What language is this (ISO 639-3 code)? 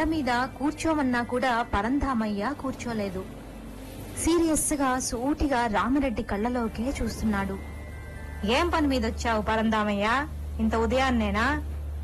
tel